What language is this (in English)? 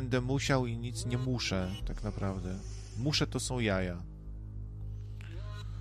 Polish